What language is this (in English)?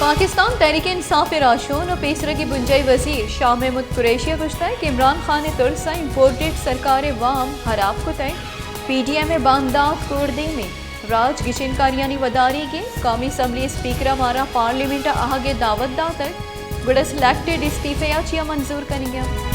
Baluchi